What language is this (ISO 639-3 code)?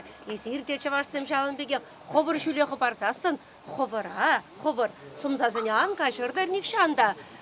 chv